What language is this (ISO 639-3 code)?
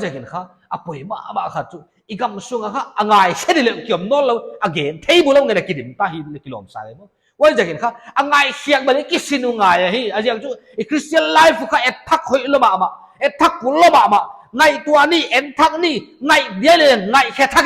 pck